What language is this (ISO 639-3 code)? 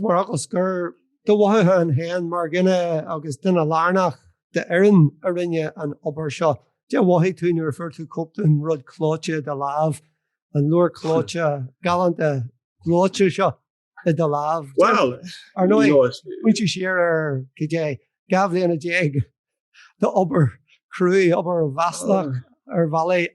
gle